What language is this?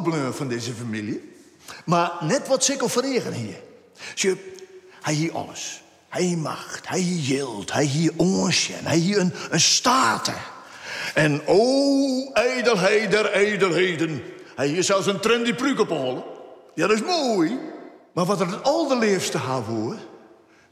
Western Frisian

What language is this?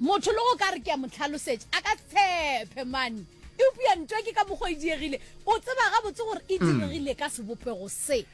Northern Sotho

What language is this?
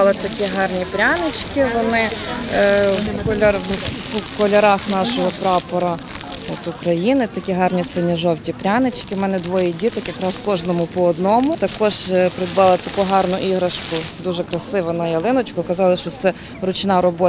Ukrainian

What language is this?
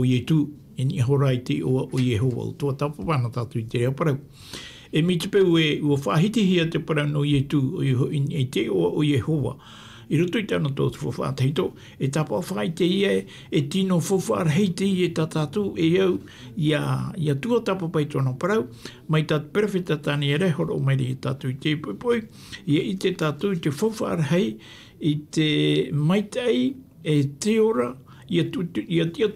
Tahitian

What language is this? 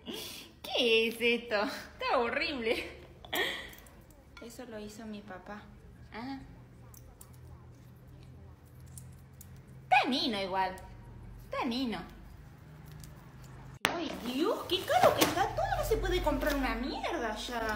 Spanish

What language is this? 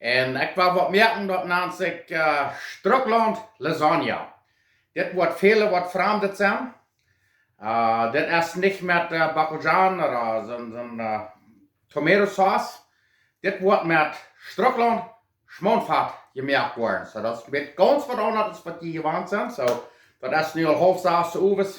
Plautdietsch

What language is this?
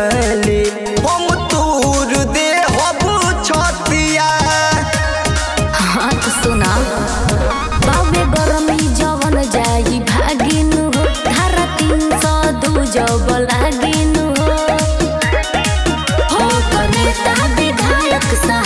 Bhojpuri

